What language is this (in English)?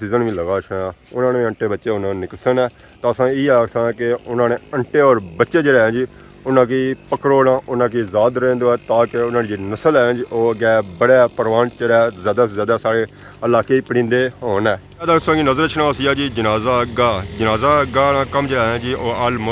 Pahari-Potwari